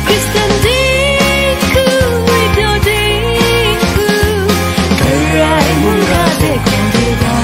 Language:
Kachin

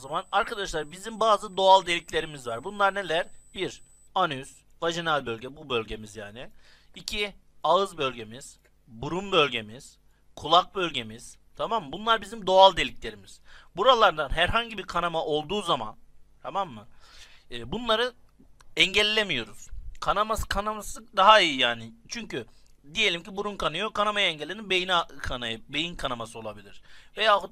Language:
Turkish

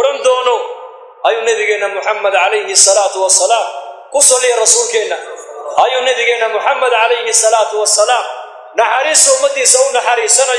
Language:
Somali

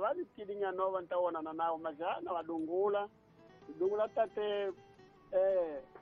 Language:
Tsonga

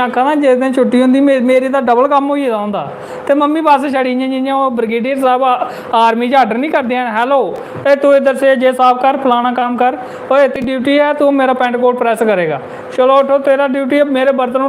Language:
Dogri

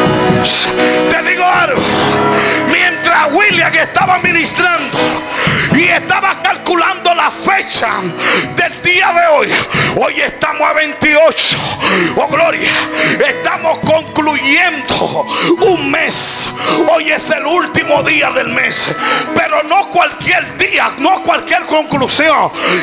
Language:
Spanish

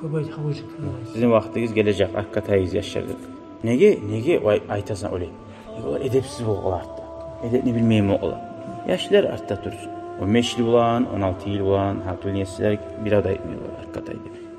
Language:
Kumyk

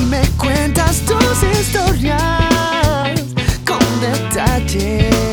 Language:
Spanish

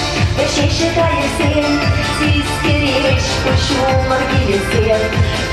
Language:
Chuvash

